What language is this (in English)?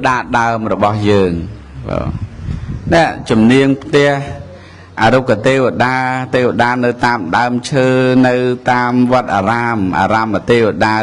Khmer